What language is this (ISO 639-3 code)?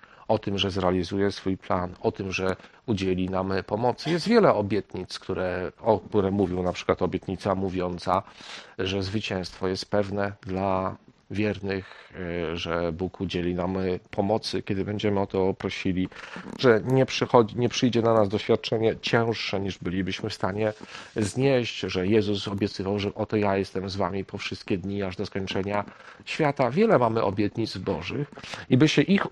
pol